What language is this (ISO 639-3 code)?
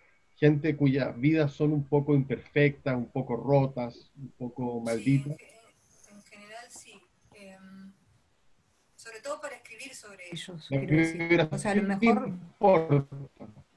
spa